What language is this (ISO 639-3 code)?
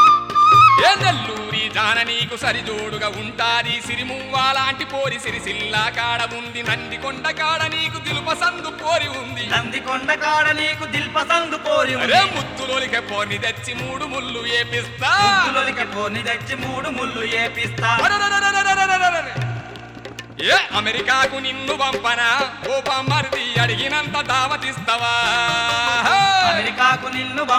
tel